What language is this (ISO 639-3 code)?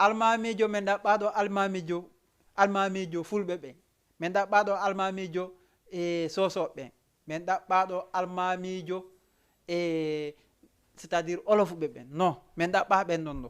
ful